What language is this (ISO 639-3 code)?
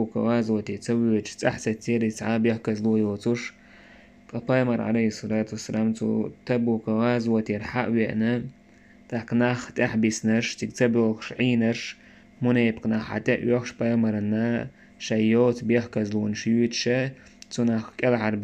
che